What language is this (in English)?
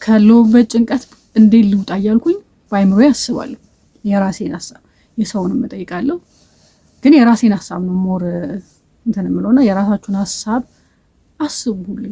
Amharic